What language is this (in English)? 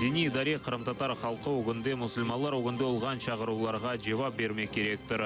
Crimean Tatar